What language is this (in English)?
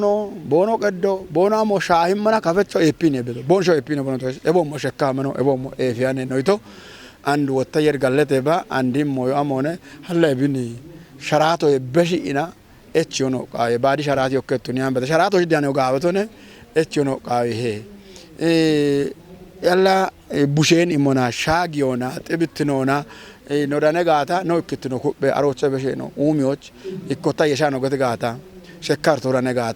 Kafa